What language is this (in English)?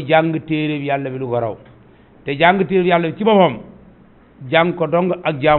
Wolof